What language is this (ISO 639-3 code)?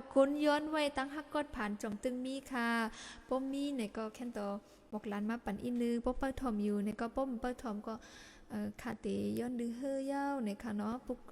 shn